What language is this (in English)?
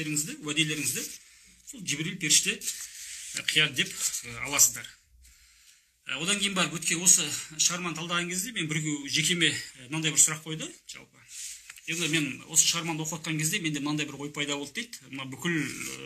Kazakh